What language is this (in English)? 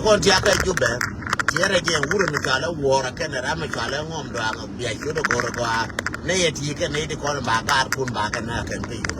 Nuer